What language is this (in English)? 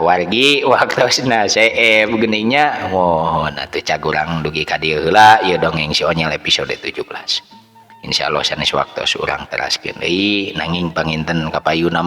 Sundanese